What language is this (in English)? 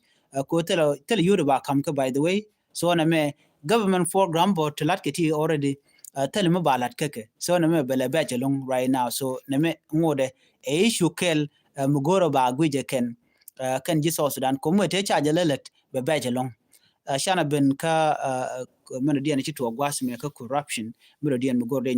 Nuer